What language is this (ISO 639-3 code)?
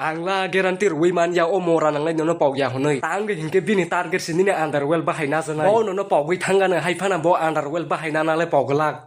trp